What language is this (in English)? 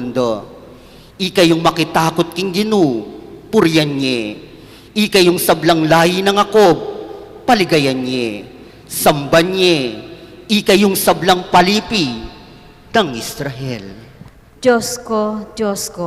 Pampanga